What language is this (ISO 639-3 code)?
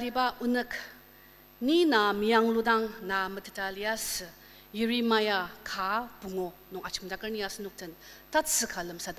njo